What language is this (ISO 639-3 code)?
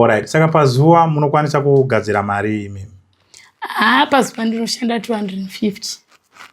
sna